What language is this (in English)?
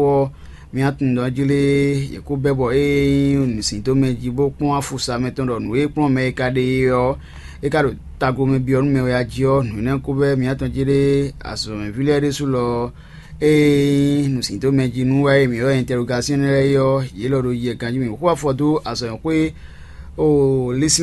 Fon